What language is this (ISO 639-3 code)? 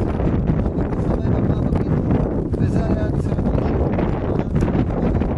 heb